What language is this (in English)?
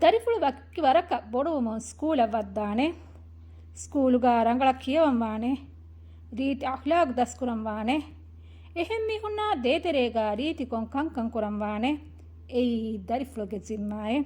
Divehi